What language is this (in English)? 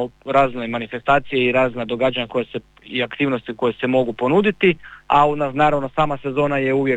Croatian